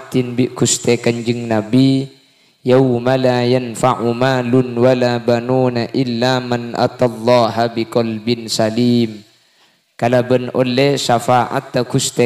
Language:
Madurese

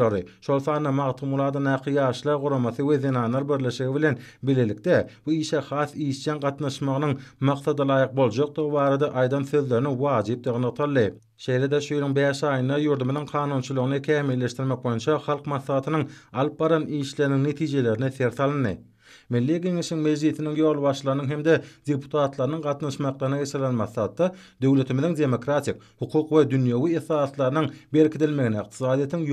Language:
Turkmen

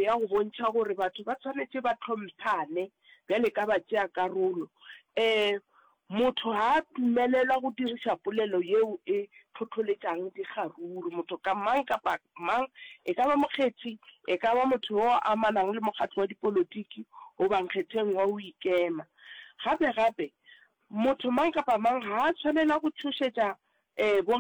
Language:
Northern Sotho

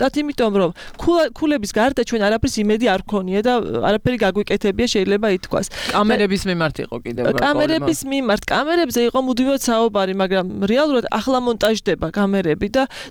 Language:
Georgian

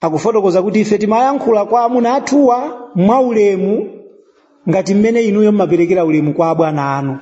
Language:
Nyanja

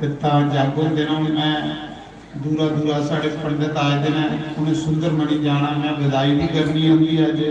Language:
Dogri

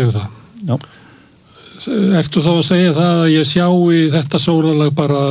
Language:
Icelandic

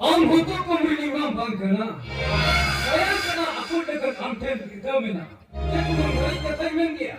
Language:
Santali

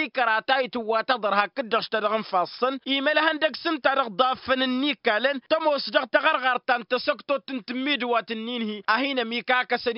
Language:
Tamasheq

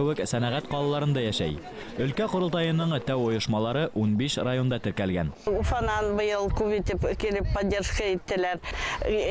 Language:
Bashkir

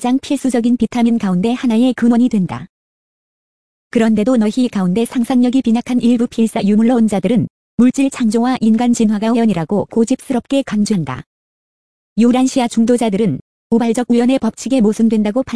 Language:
Korean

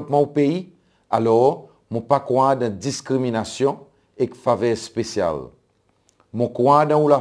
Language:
Seselwa Creole French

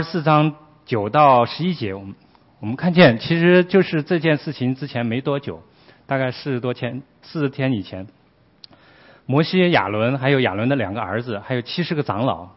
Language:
Chinese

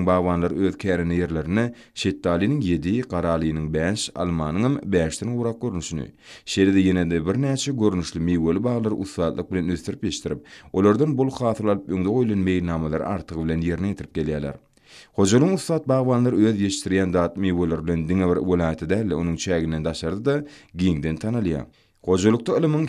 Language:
Turkmen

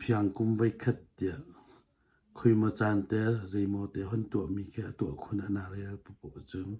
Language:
Hakha Chin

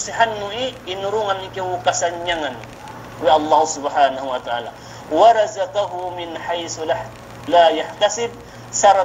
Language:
Yakan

